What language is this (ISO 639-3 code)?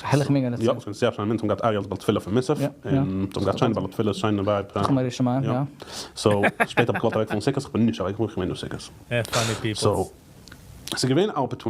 yid